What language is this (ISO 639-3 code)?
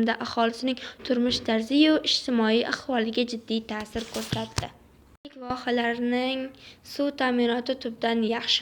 uzb